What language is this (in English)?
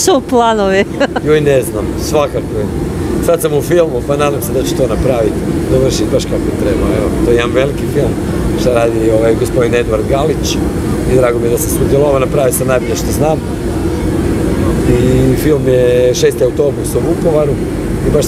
Croatian